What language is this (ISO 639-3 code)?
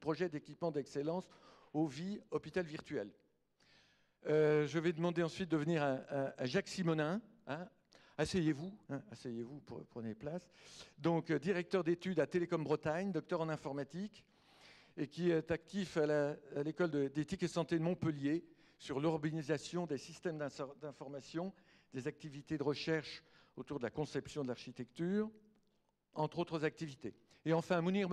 fra